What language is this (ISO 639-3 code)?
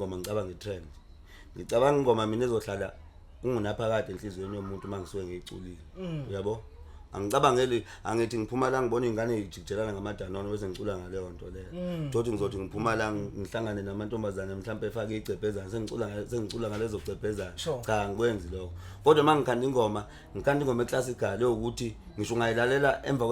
zul